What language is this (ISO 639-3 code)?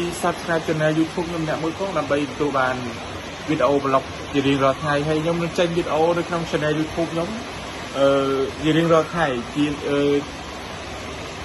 khm